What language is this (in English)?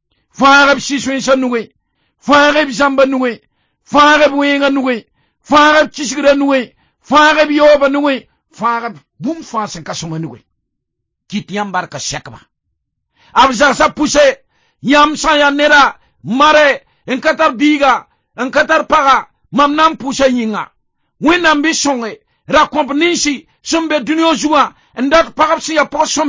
Mossi